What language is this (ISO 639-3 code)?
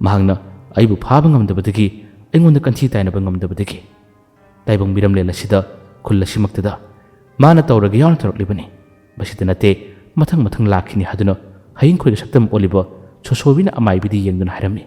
mni